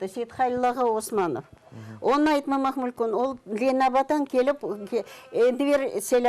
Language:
Crimean Tatar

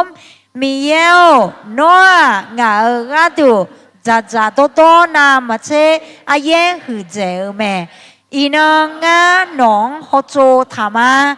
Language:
Akha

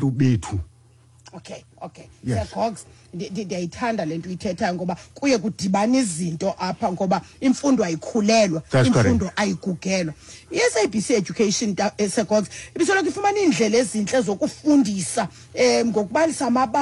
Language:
Xhosa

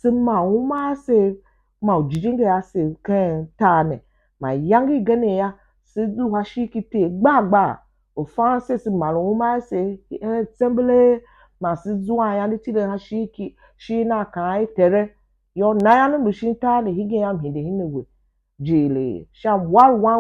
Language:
Tiv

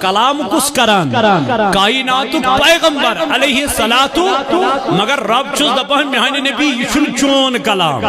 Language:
Kashmiri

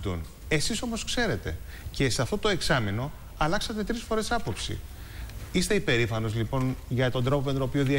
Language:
Greek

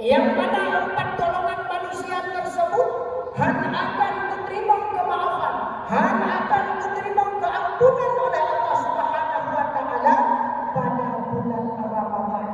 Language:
Achinese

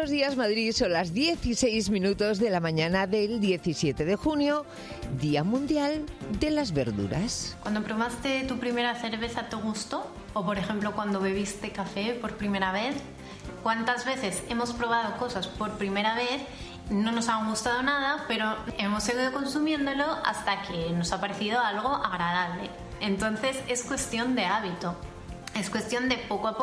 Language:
Spanish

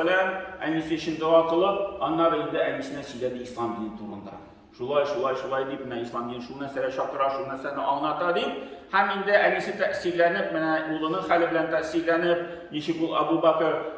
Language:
Tatar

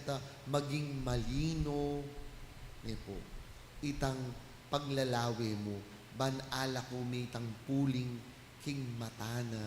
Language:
Pampanga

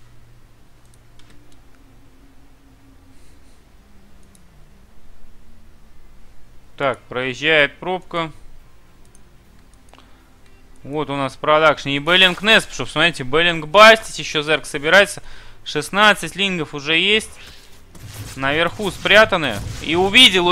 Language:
Russian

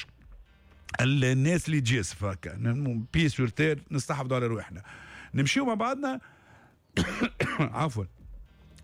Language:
Tunisian Arabic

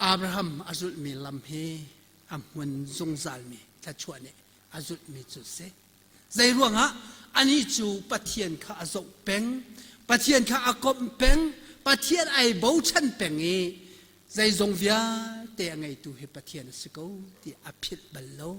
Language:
Hakha Chin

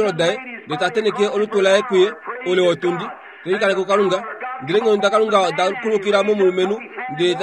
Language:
Kuanyama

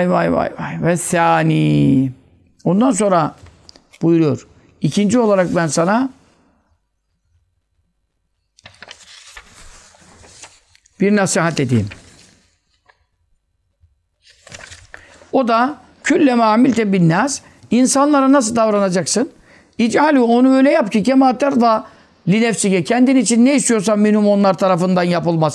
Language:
Turkish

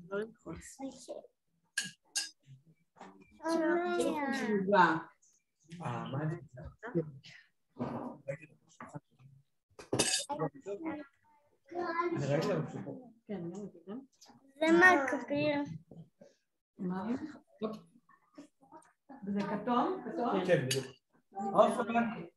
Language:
Hebrew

